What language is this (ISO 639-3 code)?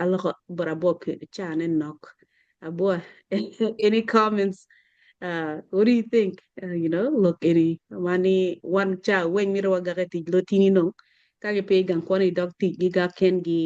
ach